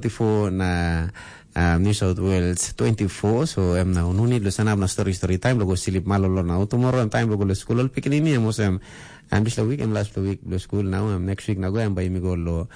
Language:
Tok Pisin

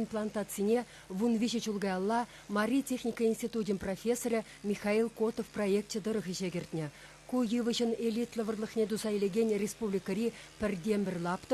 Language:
Chuvash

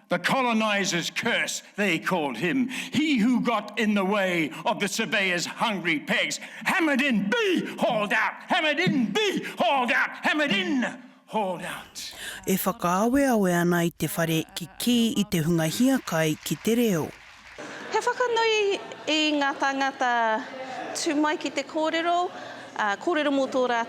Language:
Māori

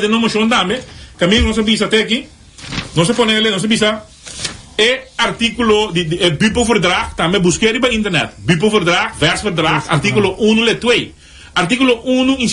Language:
Papiamento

